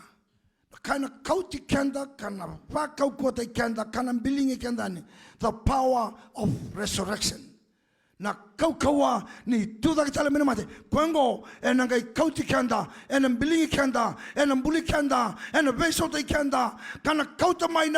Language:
Fijian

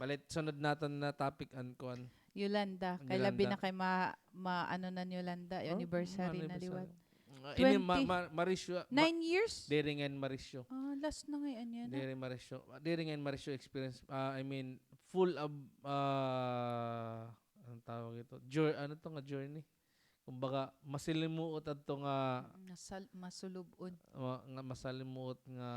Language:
Waray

